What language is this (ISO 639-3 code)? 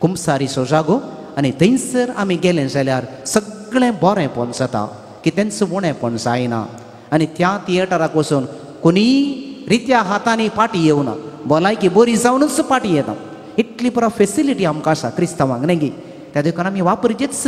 kok